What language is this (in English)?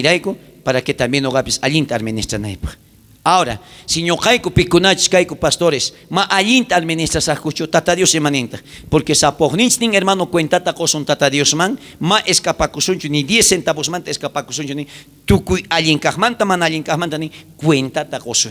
South Bolivian Quechua